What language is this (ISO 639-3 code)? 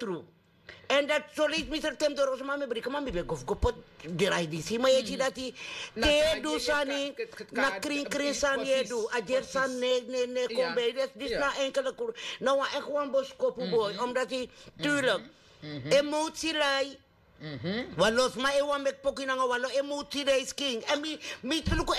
srn